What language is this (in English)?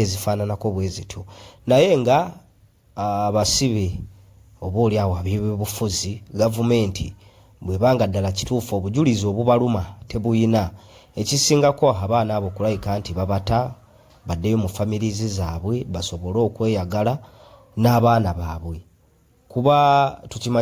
Ganda